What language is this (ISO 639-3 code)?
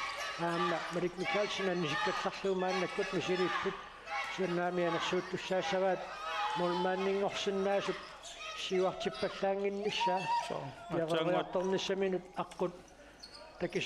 kal